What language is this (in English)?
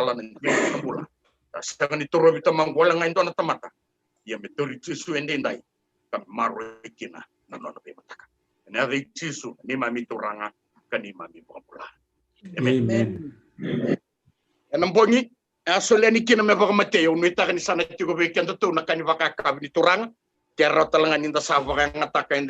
Fijian